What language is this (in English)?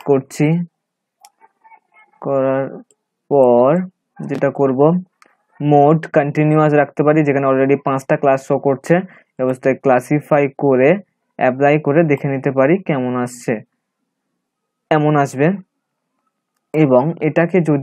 Bangla